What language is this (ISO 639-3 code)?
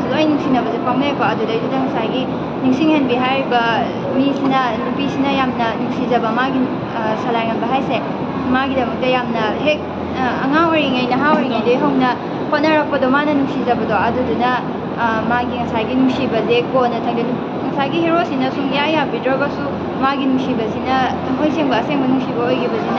mni